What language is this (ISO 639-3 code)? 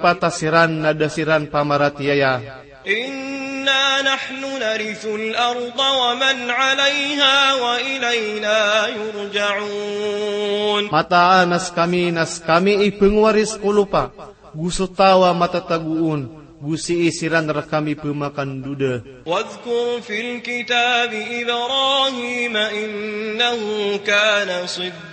mrw